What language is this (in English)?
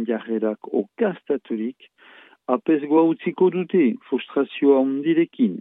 Basque